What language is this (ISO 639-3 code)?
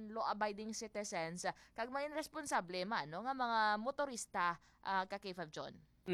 hil